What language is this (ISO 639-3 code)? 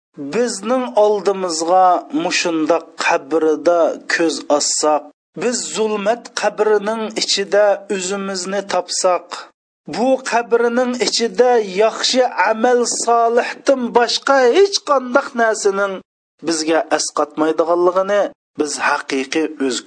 uig